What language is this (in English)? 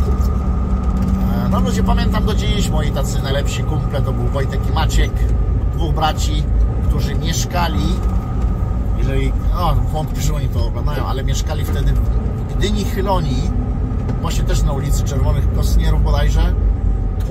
Polish